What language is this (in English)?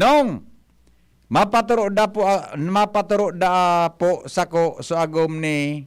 Bikol